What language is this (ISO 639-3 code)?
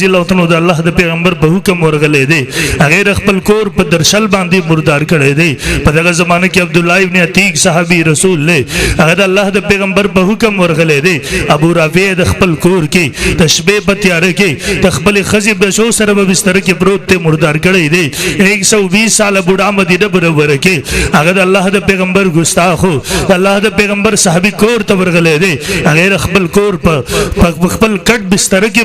pus